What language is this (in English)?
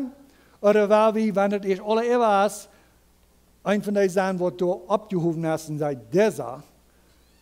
Plautdietsch